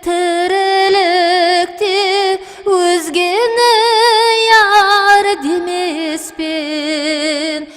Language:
Kara-Kalpak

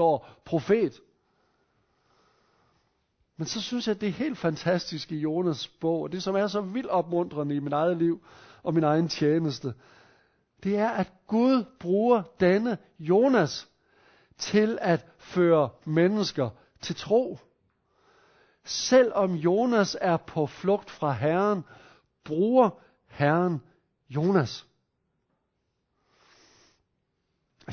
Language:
Danish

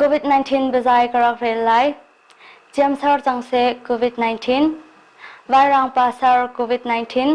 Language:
Hakha Chin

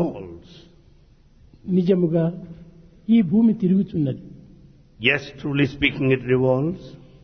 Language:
Telugu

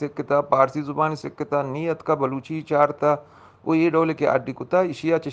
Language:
Eastern Balochi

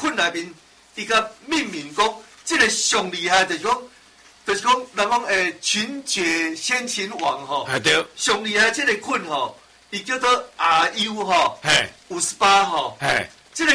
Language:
Min Nan Chinese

